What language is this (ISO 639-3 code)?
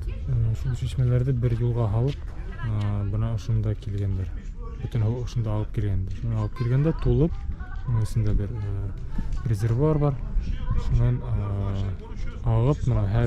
bak